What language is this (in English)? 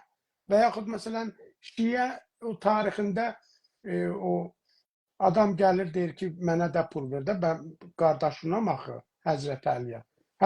South Azerbaijani